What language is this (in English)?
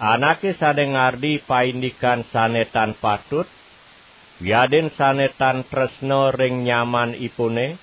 Balinese